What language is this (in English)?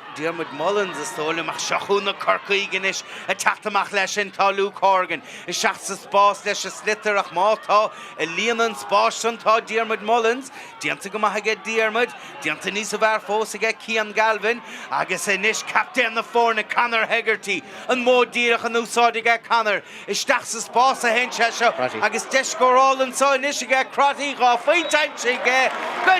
Irish